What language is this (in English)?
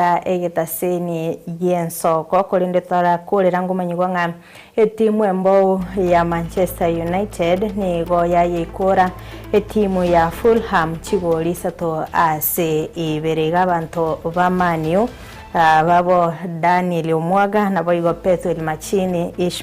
Gusii